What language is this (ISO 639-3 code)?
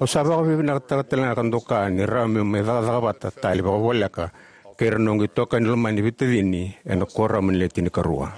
fij